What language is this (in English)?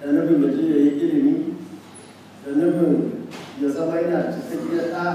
Hausa